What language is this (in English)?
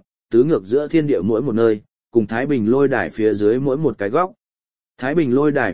Vietnamese